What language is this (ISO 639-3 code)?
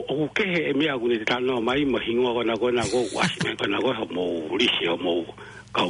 ton